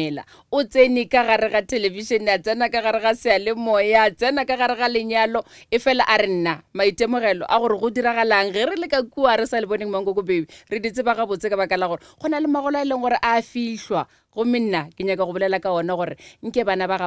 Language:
Northern Sotho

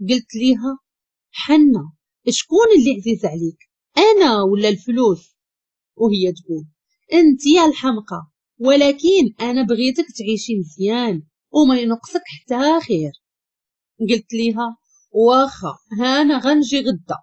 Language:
Moroccan Arabic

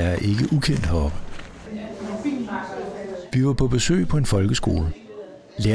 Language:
Danish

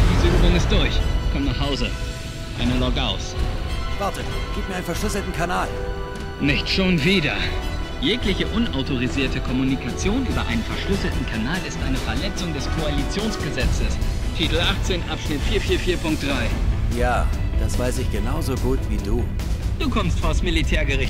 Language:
German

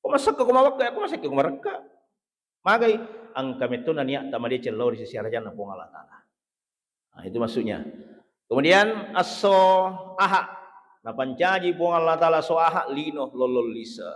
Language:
Buginese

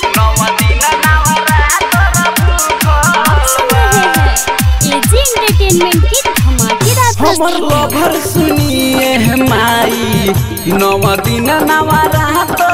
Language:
Bhojpuri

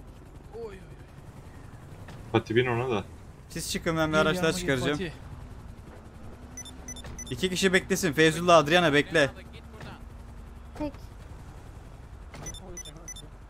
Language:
Turkish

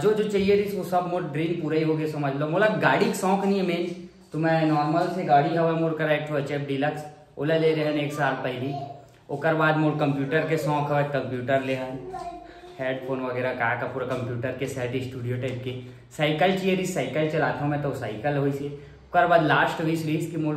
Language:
Chhattisgarhi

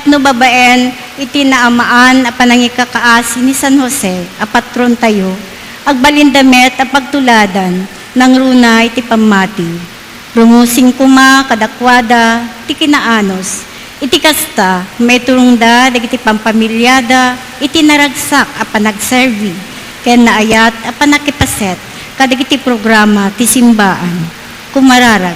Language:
Iloko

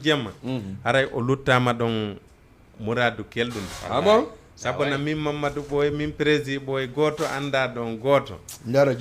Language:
Fula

